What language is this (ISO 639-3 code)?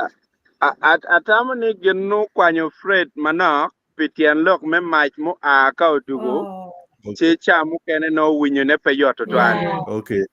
ach